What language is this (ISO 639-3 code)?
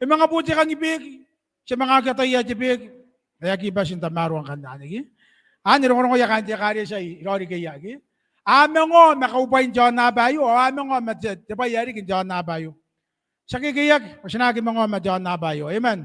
gil